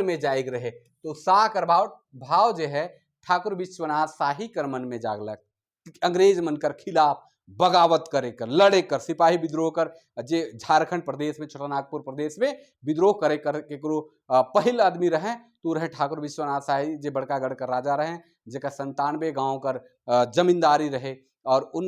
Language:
Sadri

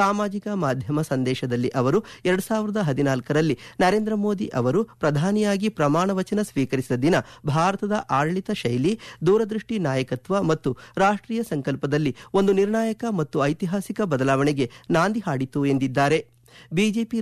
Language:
Kannada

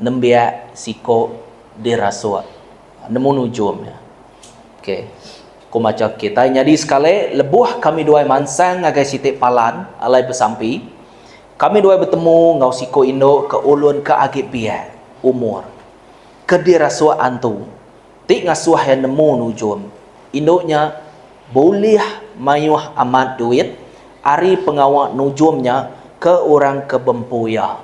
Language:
Iban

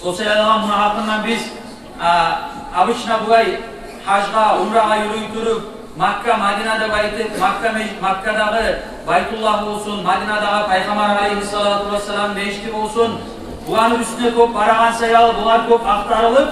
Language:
Kumyk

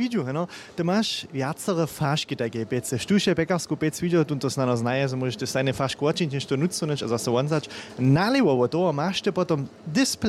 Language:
Upper Sorbian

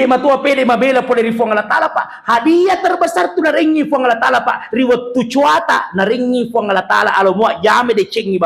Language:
Buginese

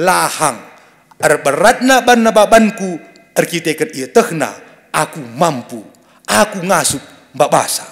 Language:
Batak Karo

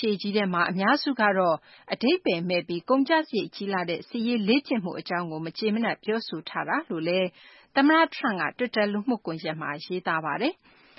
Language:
Burmese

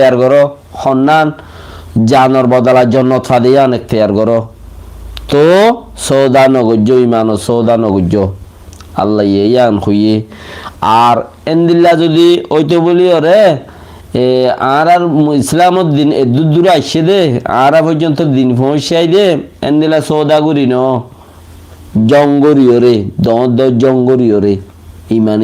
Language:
Rohingya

